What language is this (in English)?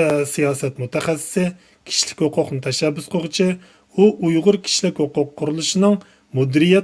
Uyghur